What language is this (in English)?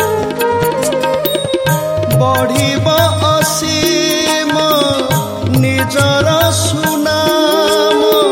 Odia